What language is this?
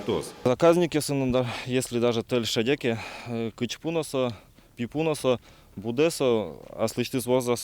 Udmurt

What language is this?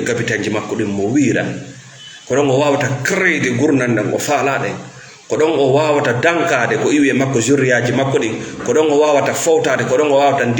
Fula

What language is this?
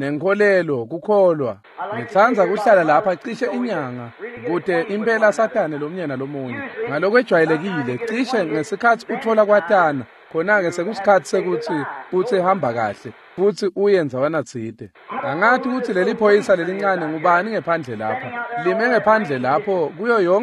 Swati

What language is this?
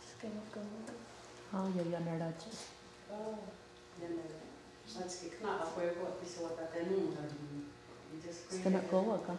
Mohawk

